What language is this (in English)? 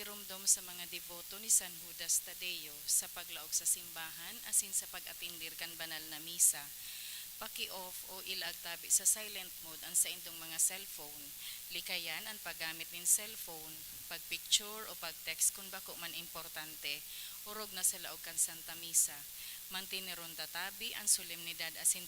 Bikol